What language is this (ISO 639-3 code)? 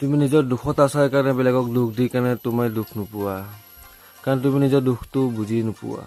asm